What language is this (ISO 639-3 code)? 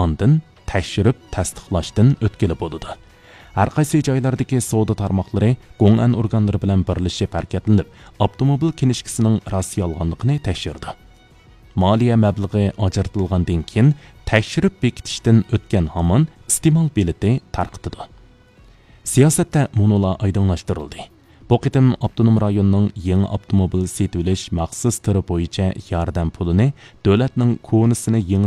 uig